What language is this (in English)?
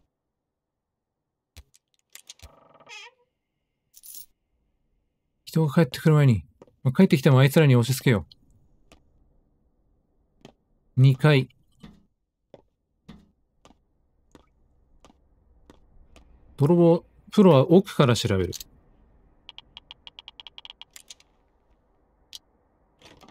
Japanese